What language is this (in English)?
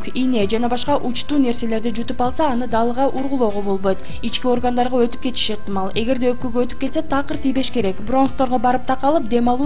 Kyrgyz